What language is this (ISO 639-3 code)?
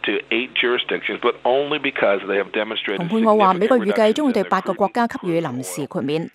yue